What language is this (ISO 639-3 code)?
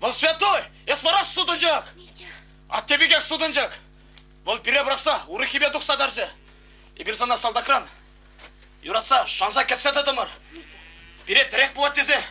chv